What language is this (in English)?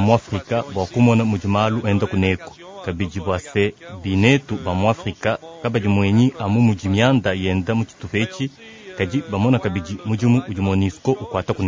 Luba-Lulua